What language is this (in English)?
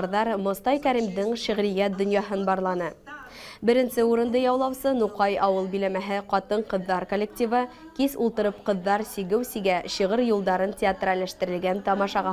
Bashkir